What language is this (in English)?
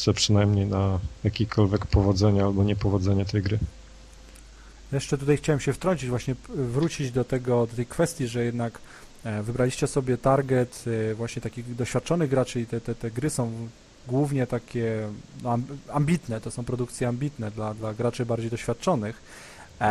Polish